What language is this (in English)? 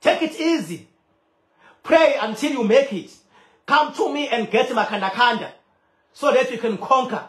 Zulu